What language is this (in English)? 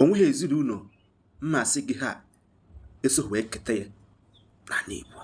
Igbo